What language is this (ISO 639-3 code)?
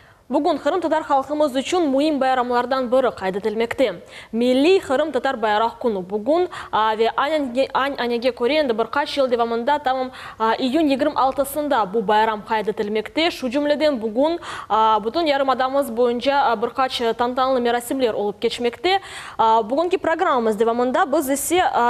crh